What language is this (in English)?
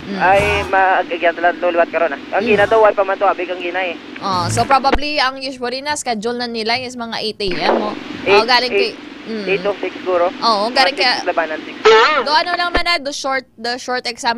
Hiligaynon